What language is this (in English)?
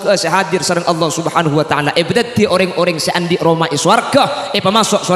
Madurese